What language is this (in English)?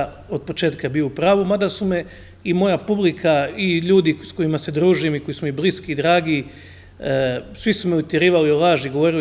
Croatian